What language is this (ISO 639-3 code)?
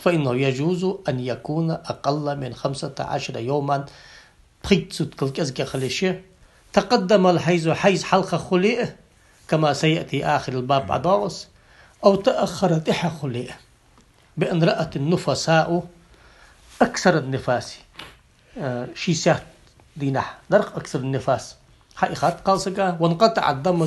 inh